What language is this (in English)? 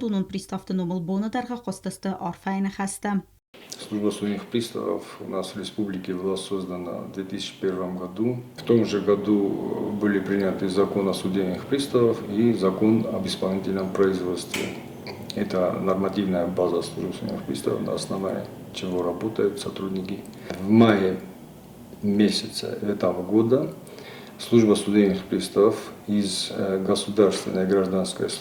Ossetic